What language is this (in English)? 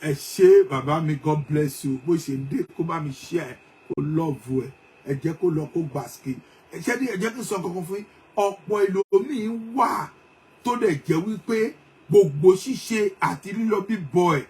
Yoruba